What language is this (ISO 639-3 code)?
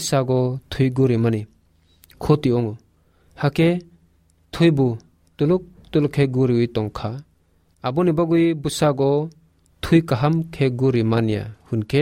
trp